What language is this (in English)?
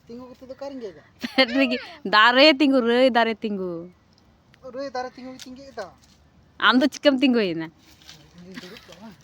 Santali